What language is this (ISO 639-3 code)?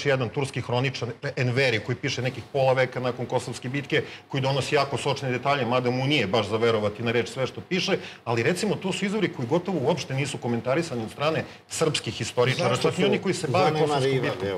srp